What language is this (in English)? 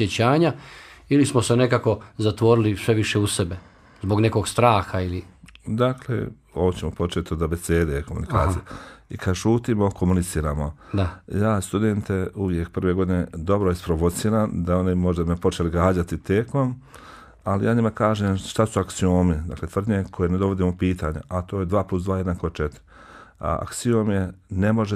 Bosnian